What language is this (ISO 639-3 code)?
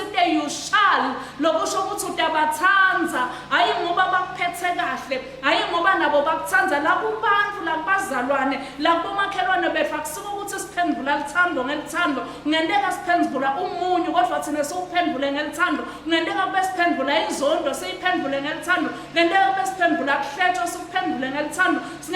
ssw